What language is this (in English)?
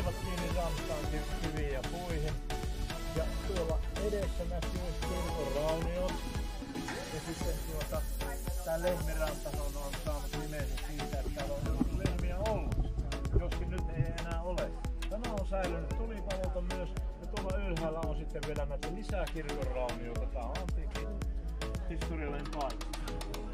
Finnish